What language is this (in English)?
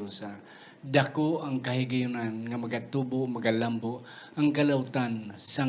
Hiligaynon